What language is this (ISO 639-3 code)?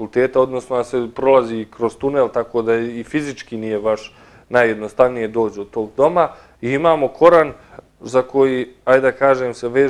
bos